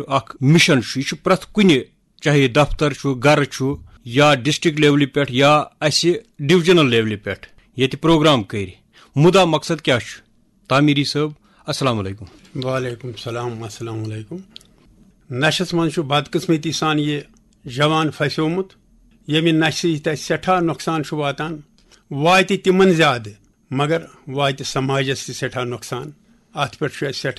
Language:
Kashmiri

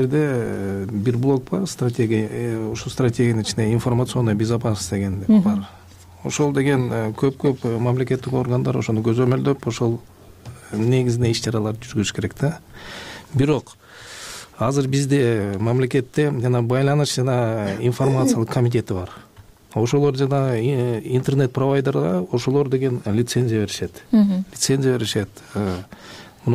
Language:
Kyrgyz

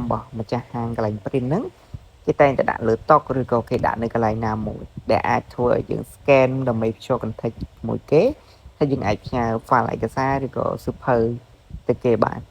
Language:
Khmer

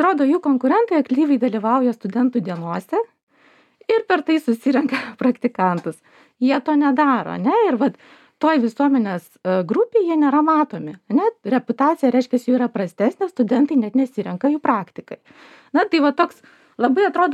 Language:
Lithuanian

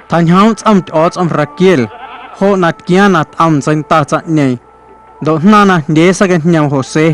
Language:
Guerrero Amuzgo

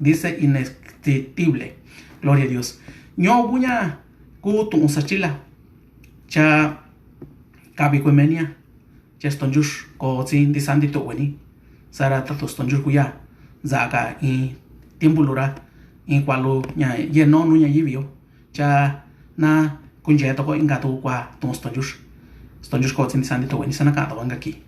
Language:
Mixtepec Mixtec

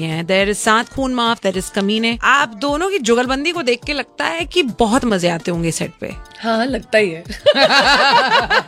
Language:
Hindi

